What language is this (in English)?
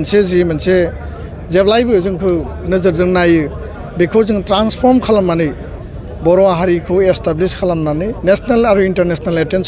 Bodo